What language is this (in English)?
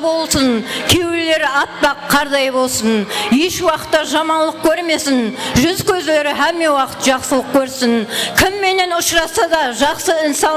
Kara-Kalpak